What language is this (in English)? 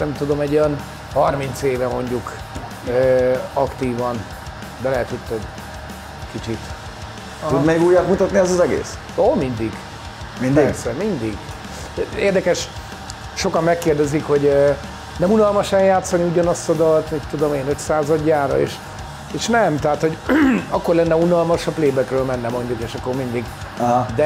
Hungarian